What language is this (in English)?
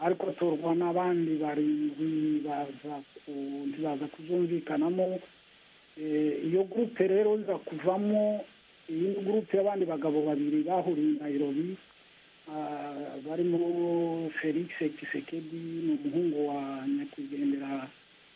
Kinyarwanda